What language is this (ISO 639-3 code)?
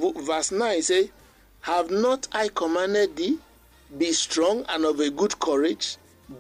bis